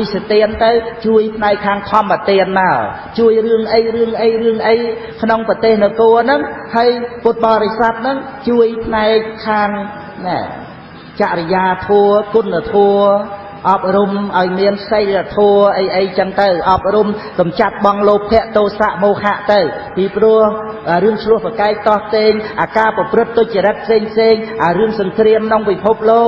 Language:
Khmer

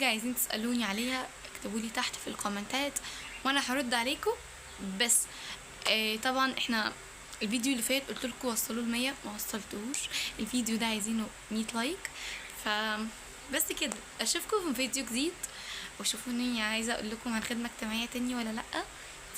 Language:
Egyptian Arabic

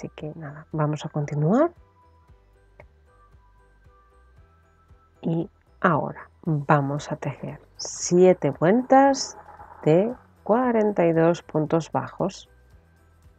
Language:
Spanish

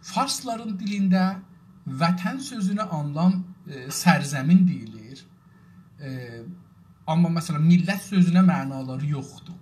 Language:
South Azerbaijani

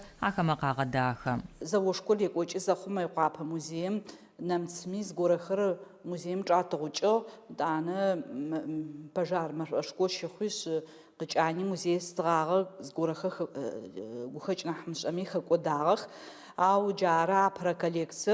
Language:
Adyghe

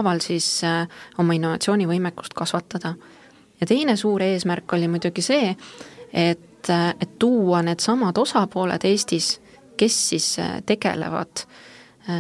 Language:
Estonian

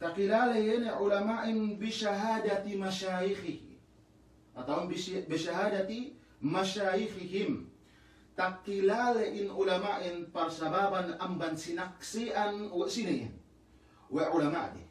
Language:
Yakan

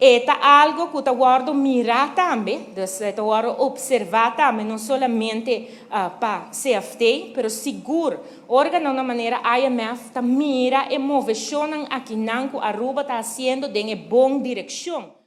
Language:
Papiamento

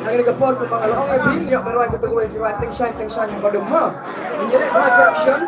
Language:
Khasi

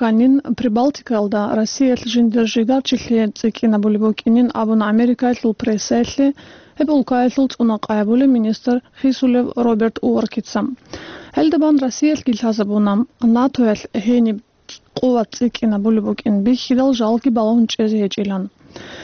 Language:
Avaric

